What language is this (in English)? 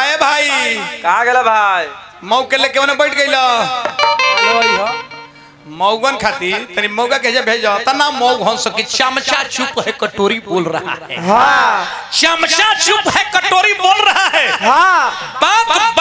Bhojpuri